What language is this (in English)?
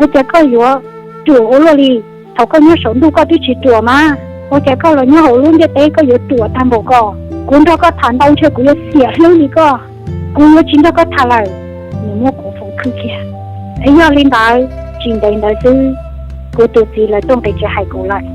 Hmong